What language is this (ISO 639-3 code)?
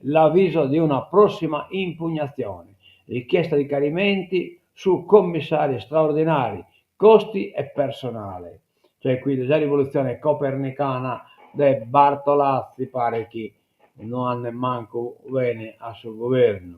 srd